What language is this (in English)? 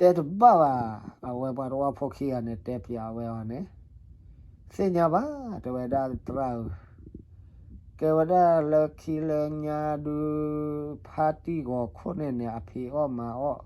S'gaw Karen